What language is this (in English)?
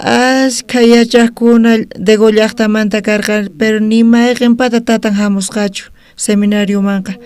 South Bolivian Quechua